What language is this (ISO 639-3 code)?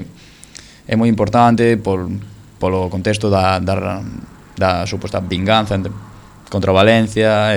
glg